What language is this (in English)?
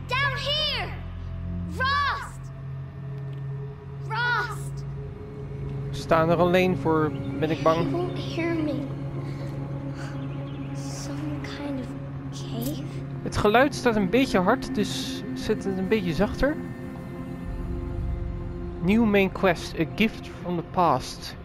Dutch